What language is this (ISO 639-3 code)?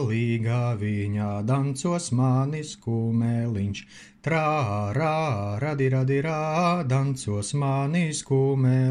lav